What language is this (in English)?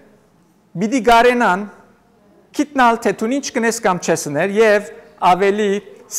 Western Armenian